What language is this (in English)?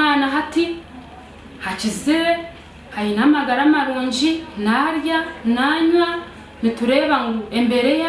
Nyankole